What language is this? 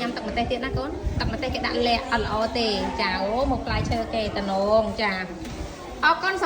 Khmer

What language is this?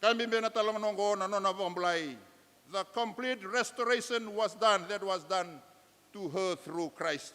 Fijian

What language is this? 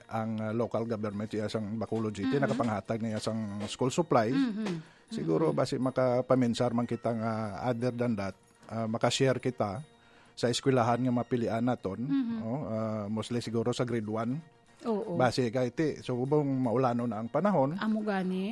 Hiligaynon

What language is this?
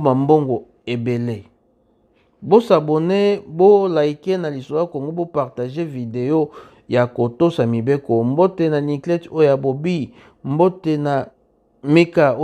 Lingala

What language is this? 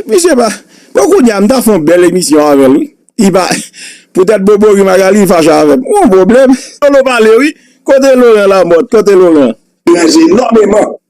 Haitian Creole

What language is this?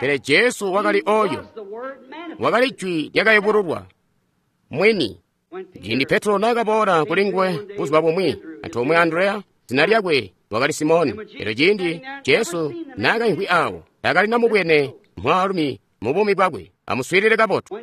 Tonga (Zambia)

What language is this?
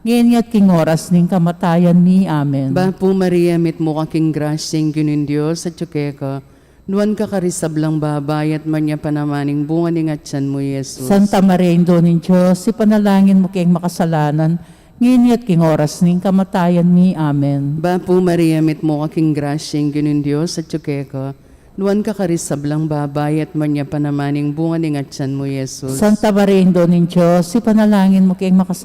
Pampanga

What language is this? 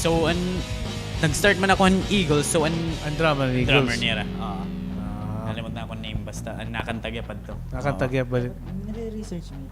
Waray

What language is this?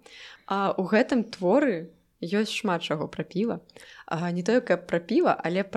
Belarusian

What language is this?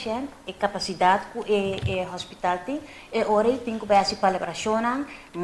Papiamento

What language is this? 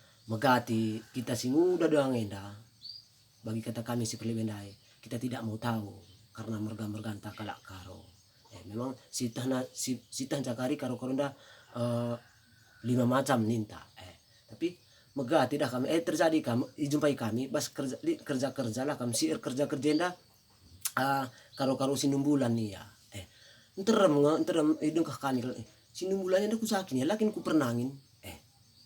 Batak Karo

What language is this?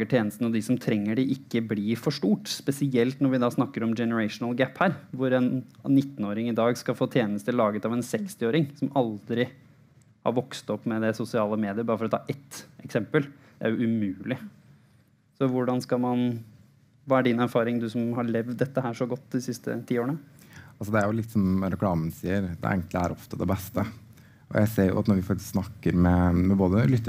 Norwegian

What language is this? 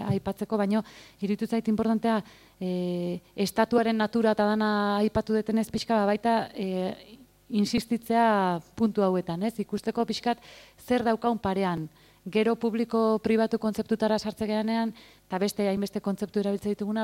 Basque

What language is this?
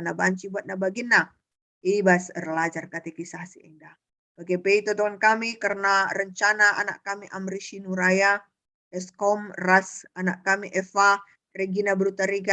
Batak Karo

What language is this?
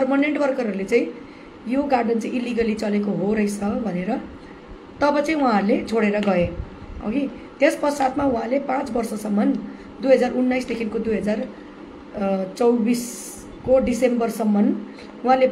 Nepali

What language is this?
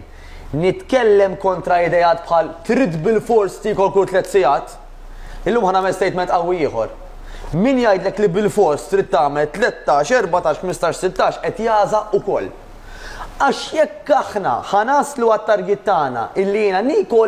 Maltese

